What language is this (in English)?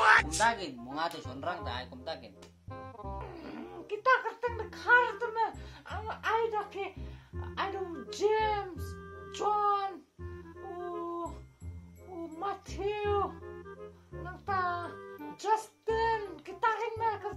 Khasi